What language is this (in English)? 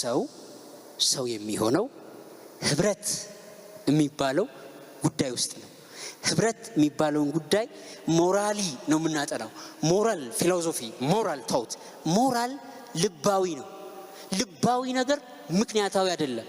Amharic